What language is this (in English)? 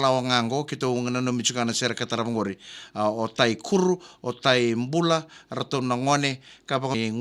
Fijian